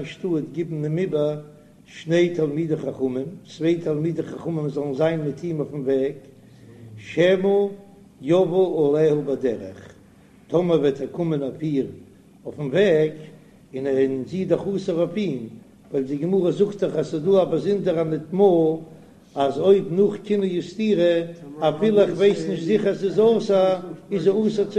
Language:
Yiddish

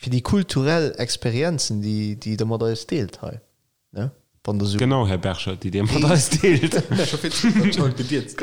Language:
Luxembourgish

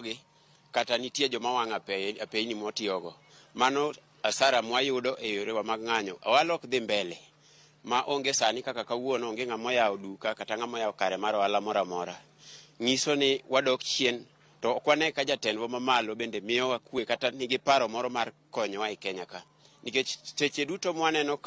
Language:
Luo (Kenya and Tanzania)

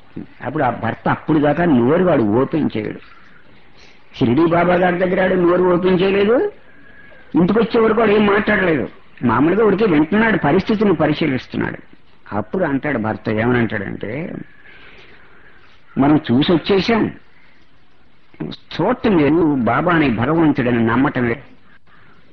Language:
Telugu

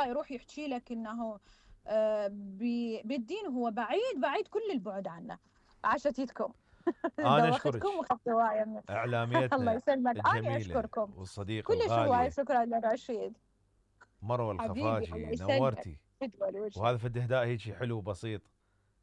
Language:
Mesopotamian Arabic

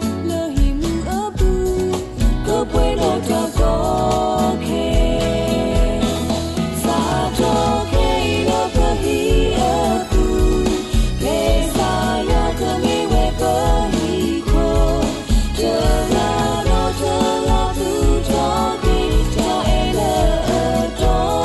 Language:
S'gaw Karen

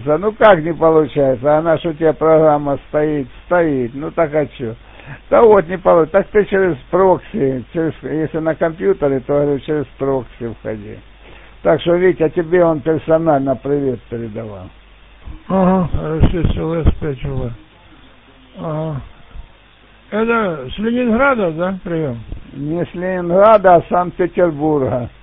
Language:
Russian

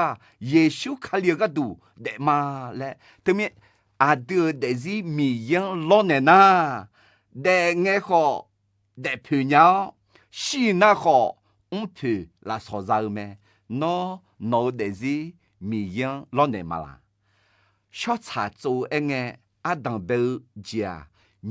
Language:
Akha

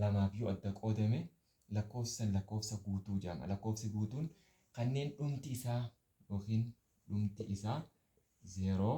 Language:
Oromo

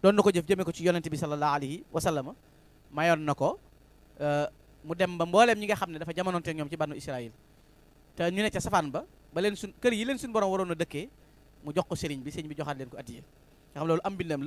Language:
Wolof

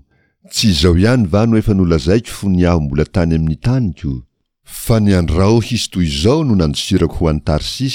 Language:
Malagasy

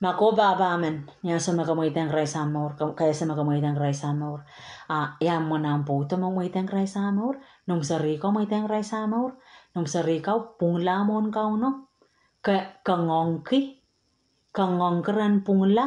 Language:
Pohnpeian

